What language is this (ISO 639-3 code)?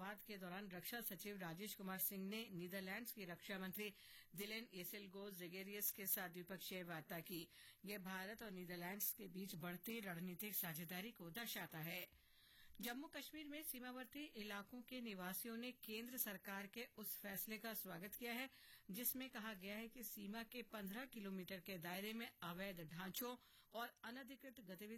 hin